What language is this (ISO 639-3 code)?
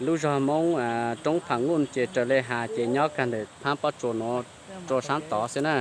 hmn